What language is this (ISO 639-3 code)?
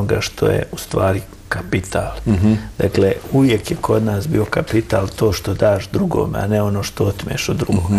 bos